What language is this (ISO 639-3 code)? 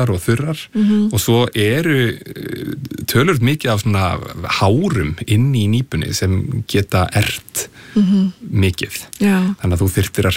isl